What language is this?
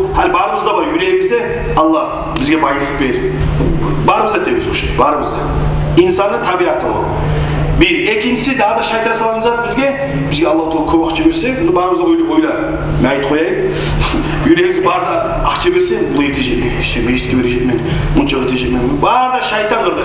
Kumyk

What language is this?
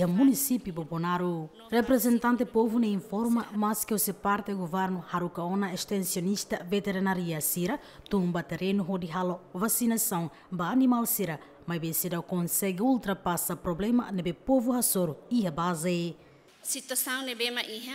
Tetum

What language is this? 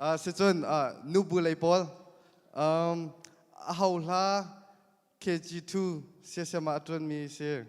Hakha Chin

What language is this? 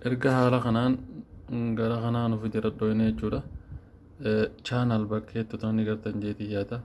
Oromo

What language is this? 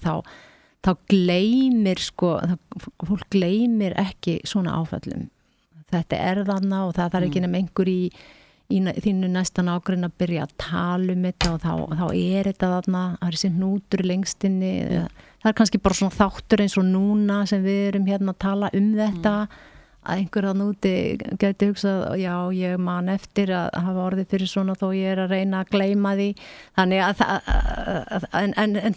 Icelandic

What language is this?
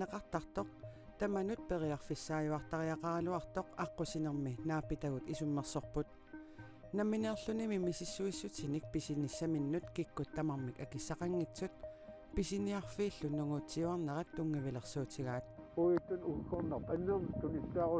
Kalaallisut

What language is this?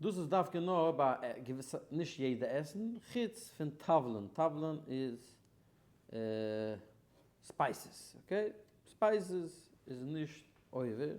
Yiddish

